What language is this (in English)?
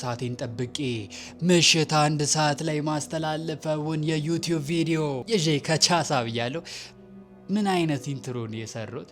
Amharic